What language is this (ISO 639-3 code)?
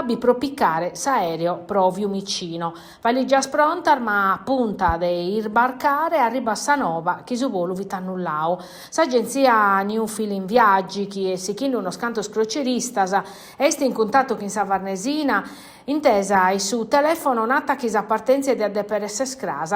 srd